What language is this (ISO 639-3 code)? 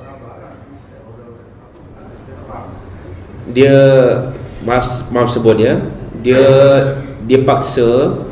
msa